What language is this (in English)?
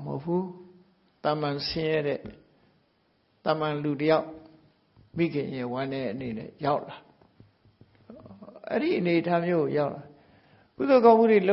Burmese